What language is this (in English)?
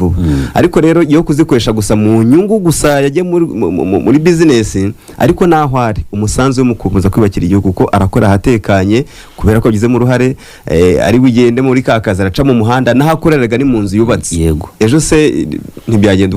Kinyarwanda